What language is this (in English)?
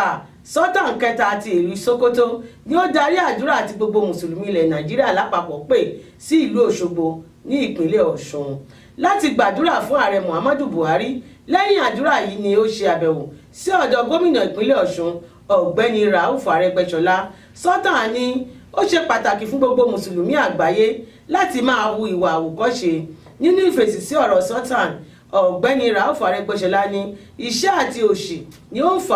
Yoruba